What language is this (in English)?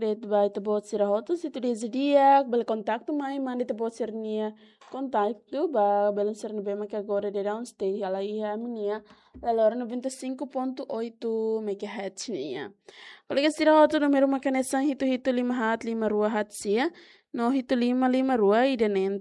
Tetum